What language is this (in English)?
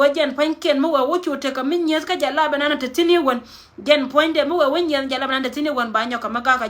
Nuer